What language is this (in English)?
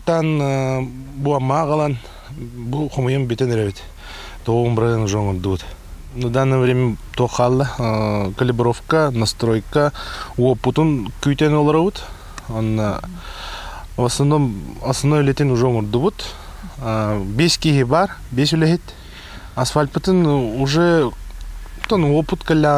Yakut